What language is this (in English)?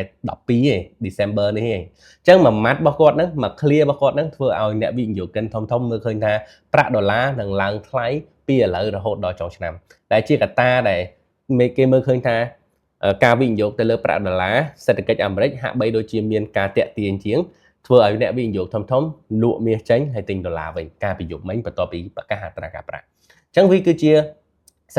Khmer